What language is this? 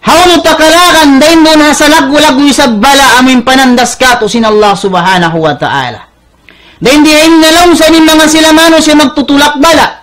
Tausug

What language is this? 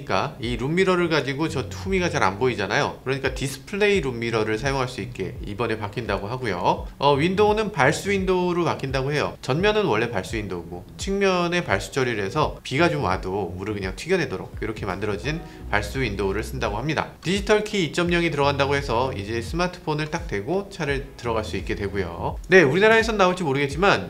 Korean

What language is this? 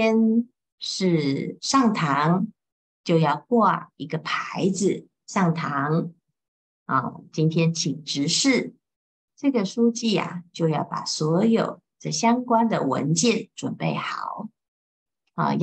Chinese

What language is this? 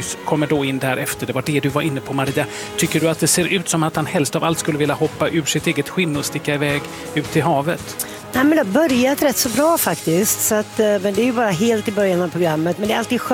Swedish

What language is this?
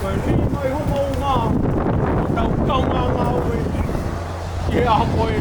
Tongan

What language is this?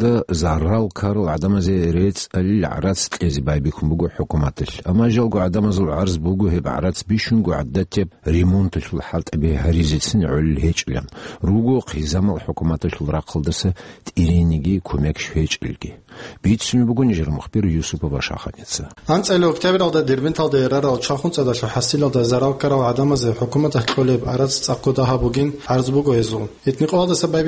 Avaric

